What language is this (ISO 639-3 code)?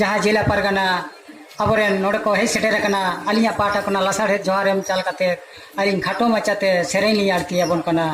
sat